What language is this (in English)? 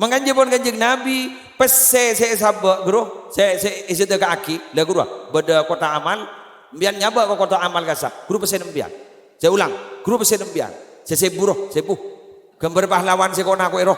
Madurese